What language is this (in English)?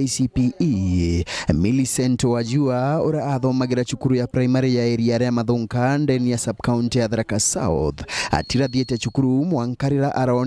Meru